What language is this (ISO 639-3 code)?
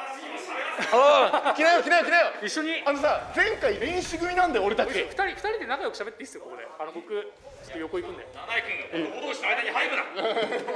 jpn